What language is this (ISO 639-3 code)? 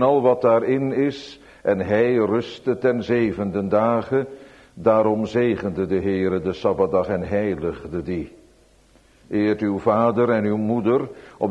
nld